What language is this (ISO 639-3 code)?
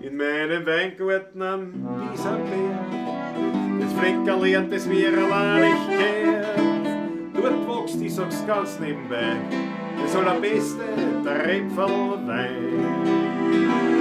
bar